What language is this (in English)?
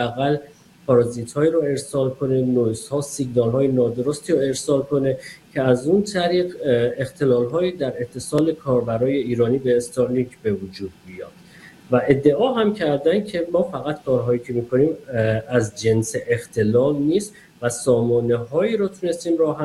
Persian